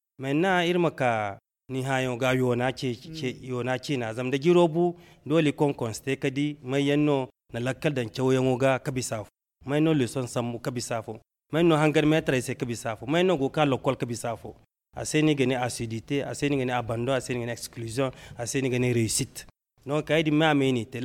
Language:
Zarma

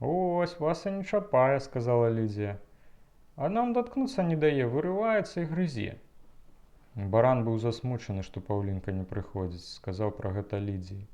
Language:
Belarusian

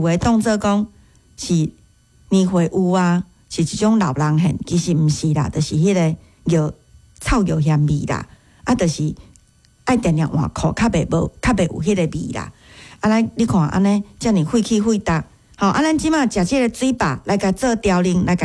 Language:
Min Nan Chinese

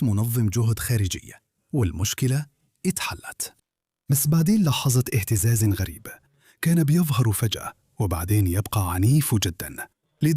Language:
Egyptian Arabic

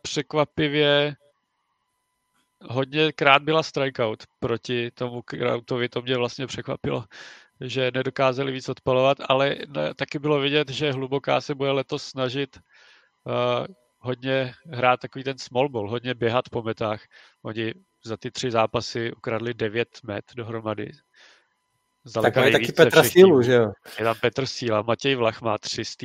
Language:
Czech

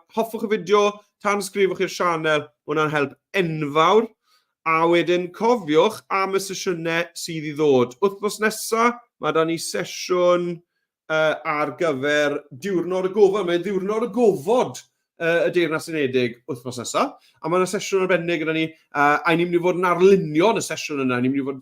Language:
Welsh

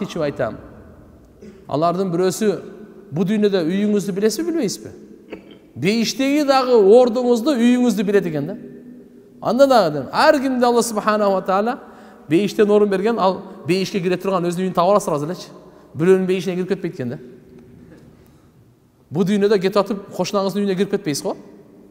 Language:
Kyrgyz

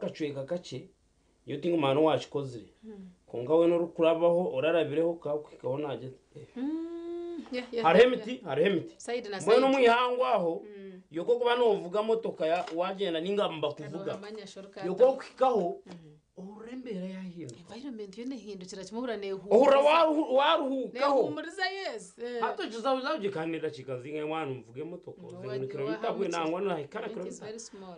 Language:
Nyankole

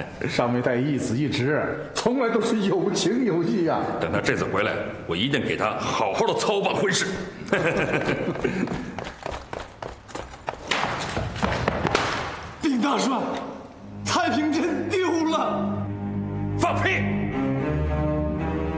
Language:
Chinese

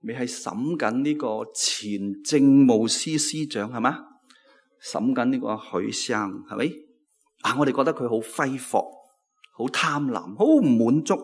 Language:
Cantonese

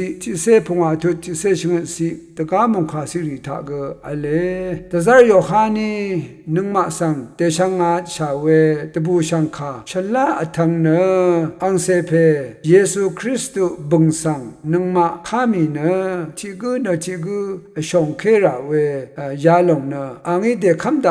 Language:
Rawang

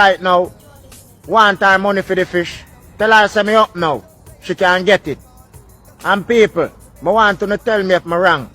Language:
Jamaican Creole English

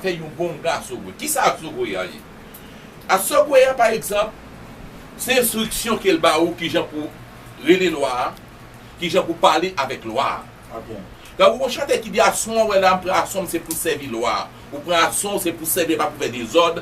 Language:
Haitian Creole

